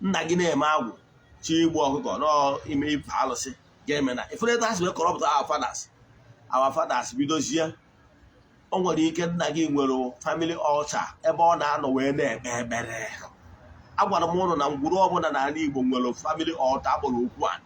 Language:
Igbo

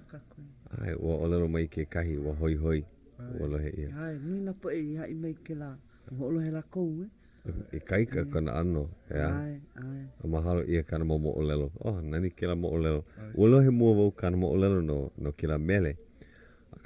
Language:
Hawaiian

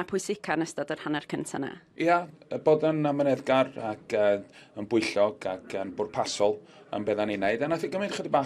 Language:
Welsh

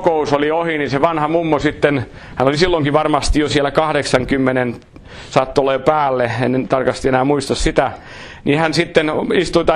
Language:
Finnish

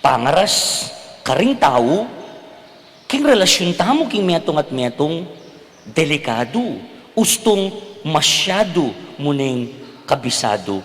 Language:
Pampanga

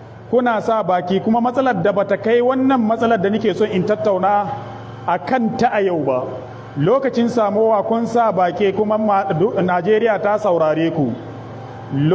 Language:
Hausa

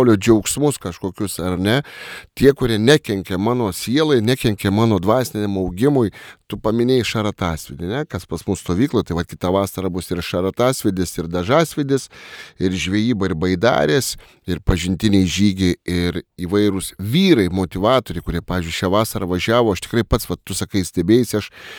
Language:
Lithuanian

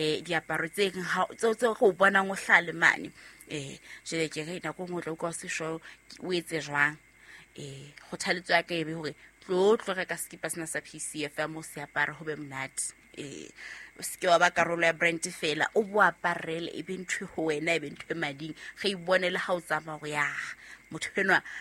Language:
Southern Sotho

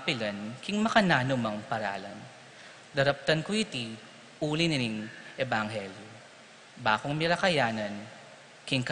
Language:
Pampanga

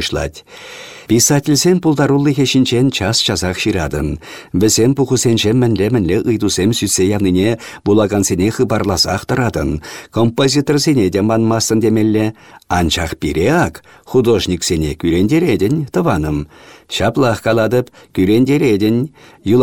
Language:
Chuvash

